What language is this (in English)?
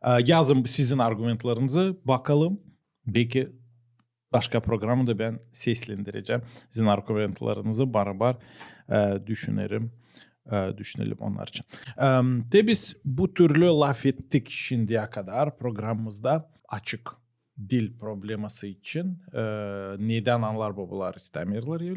Gagauz